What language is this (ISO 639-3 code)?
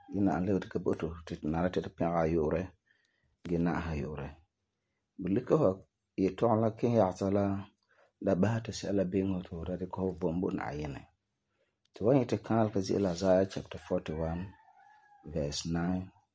gur